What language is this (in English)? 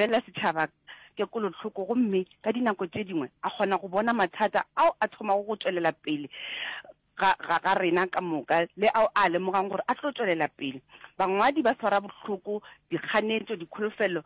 Northern Sotho